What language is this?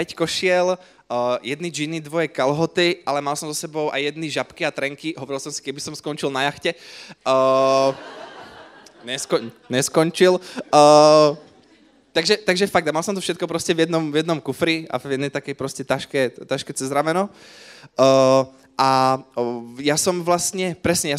Slovak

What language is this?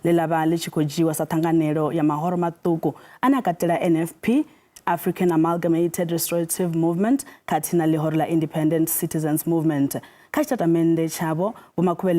Venda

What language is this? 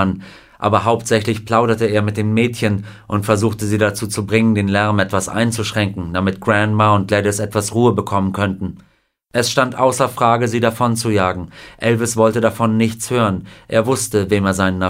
German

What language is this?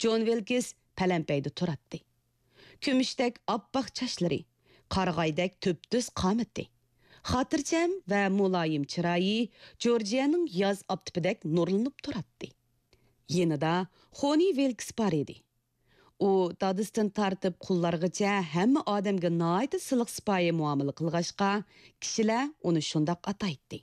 Uyghur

